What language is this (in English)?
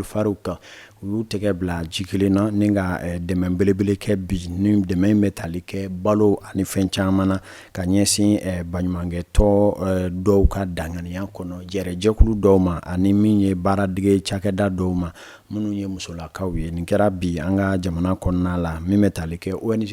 Bambara